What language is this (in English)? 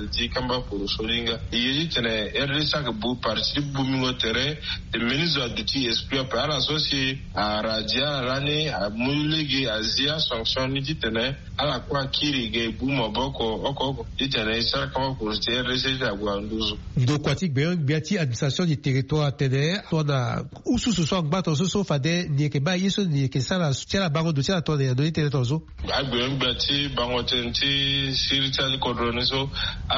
Sango